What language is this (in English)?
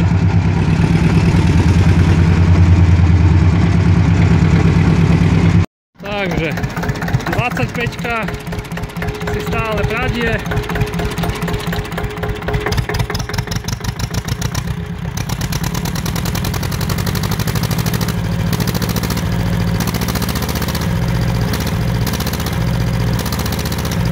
Slovak